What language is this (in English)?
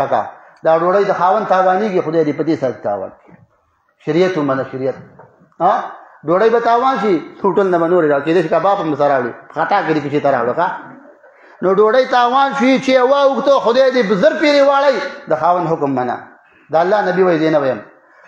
Pashto